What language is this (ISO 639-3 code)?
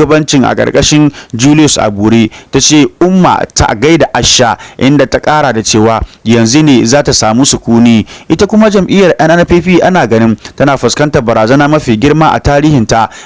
hau